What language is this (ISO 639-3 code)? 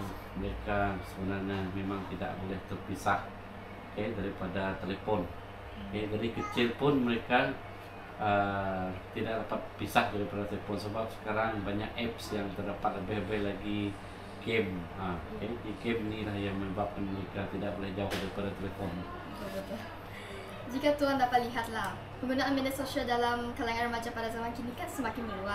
msa